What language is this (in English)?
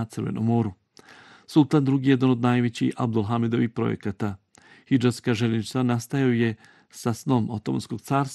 Bosnian